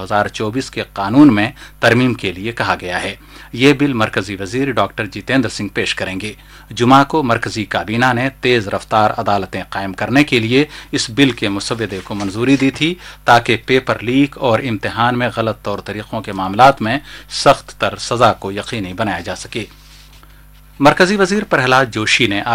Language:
Urdu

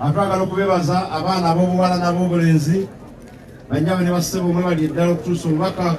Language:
Ganda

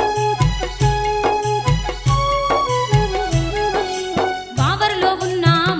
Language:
Telugu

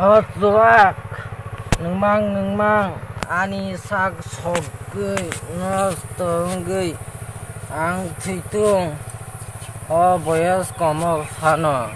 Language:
Kok Borok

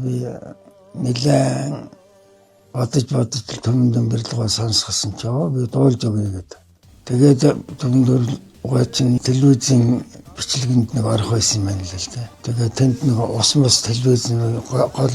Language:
Mongolian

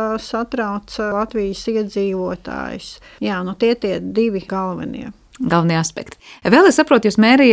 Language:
Latvian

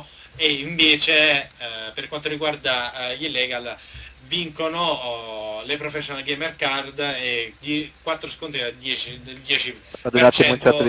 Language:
Italian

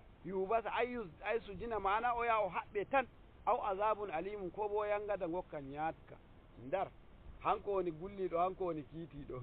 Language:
Nigerian Fulfulde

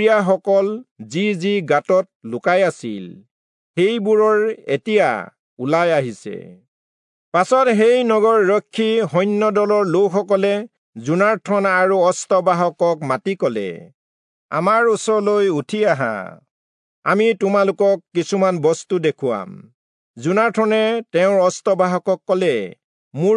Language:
Assamese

